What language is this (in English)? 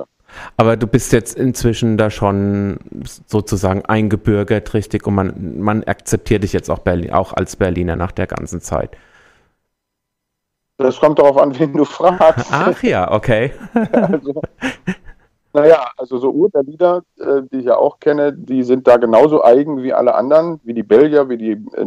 German